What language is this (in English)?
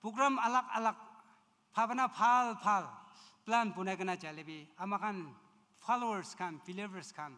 Naga Pidgin